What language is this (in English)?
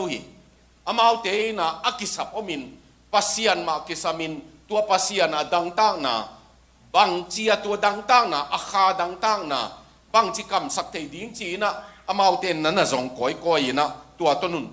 Tedim Chin